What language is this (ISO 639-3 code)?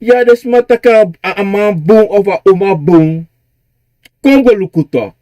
srn